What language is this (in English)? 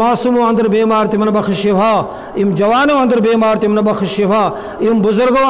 Kashmiri